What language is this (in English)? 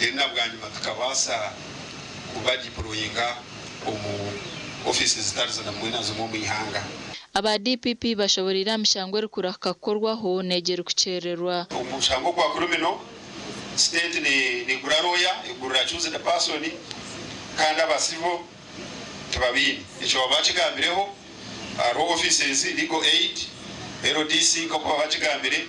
Nyankole